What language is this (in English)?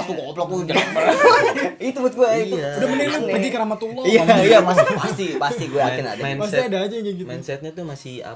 Indonesian